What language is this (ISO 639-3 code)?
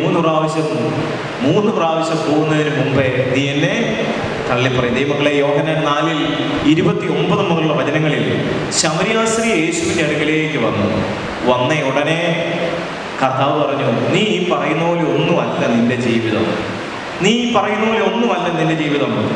mal